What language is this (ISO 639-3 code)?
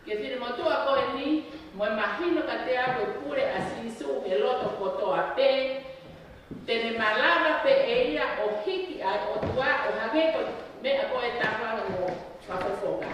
ton